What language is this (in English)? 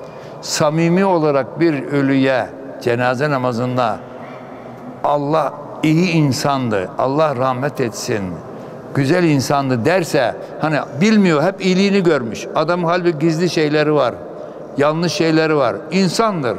Turkish